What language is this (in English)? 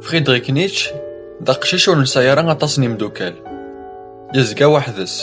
Kabyle